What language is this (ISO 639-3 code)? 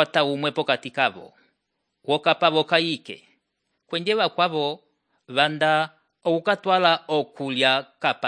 umb